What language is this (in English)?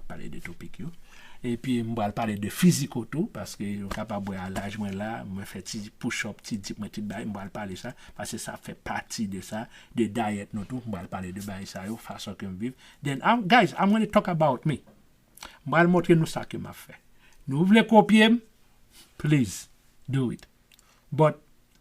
Haitian Creole